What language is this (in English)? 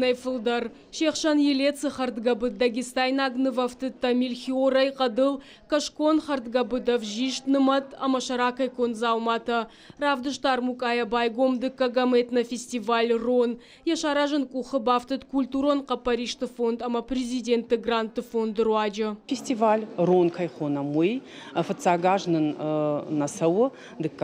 Ossetic